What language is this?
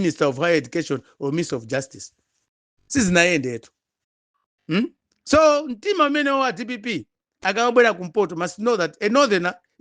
Nyanja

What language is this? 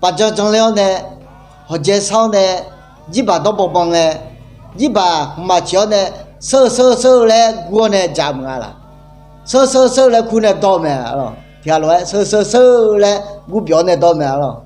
Akha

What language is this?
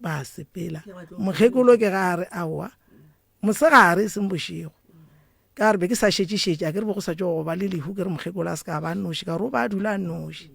Northern Sotho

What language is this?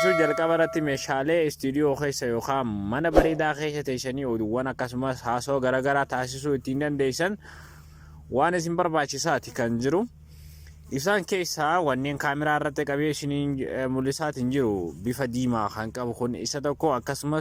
Oromo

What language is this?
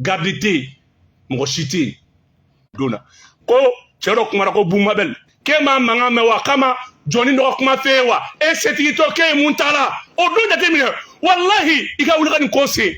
Bambara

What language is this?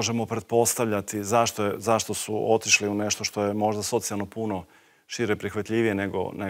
Croatian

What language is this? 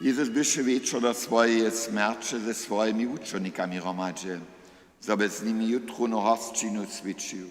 Upper Sorbian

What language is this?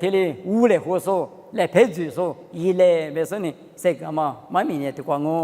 Lisu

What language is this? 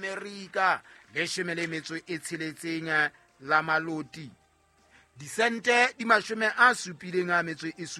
Southern Sotho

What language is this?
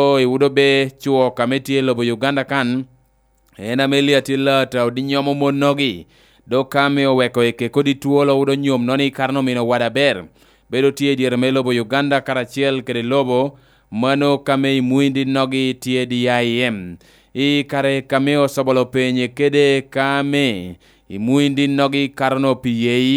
Lango (Uganda)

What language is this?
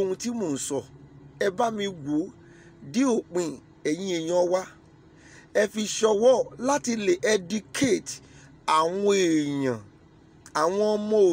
Yoruba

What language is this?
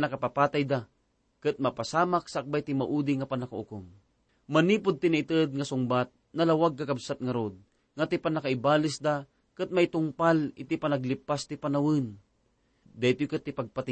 Iloko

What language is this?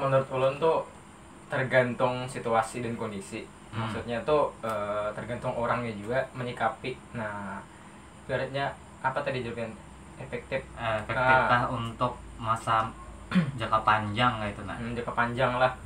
Banjar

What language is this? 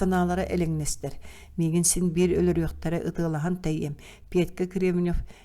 Yakut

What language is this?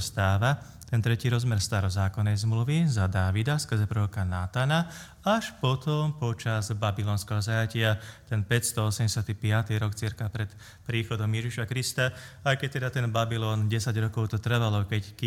Slovak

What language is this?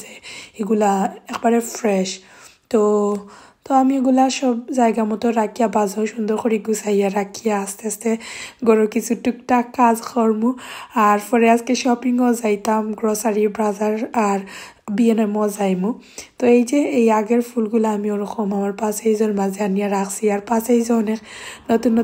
Sylheti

